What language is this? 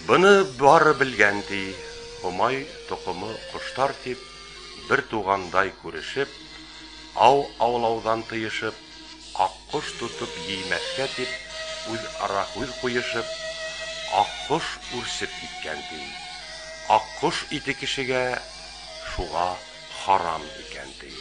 Bashkir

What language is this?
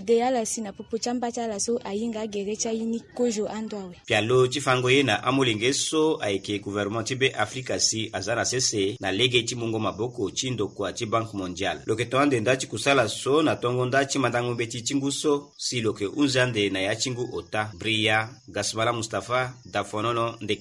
Sango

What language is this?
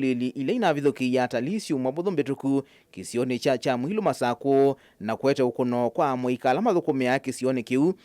Kamba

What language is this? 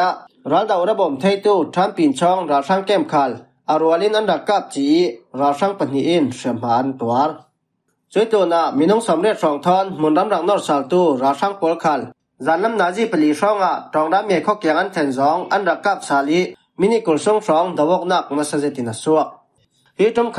Falam Chin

